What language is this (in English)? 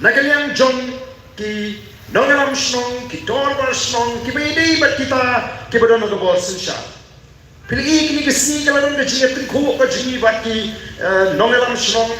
Khasi